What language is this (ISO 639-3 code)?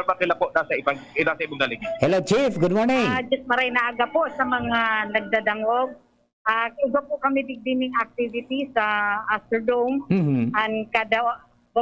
bik